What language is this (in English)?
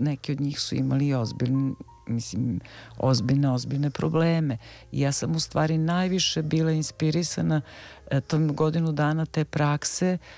Serbian